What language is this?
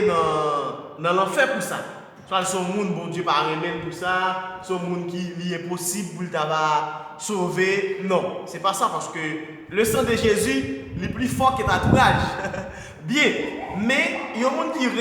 Haitian Creole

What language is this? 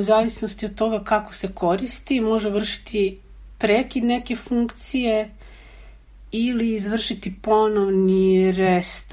Serbian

